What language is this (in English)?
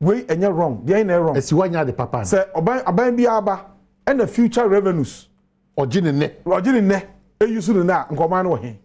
Akan